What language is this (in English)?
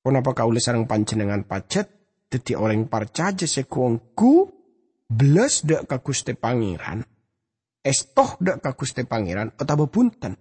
Madurese